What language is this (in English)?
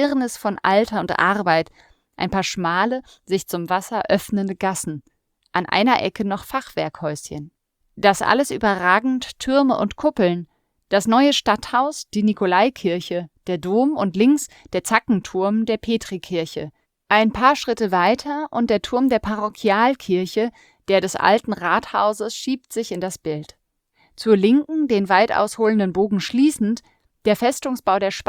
German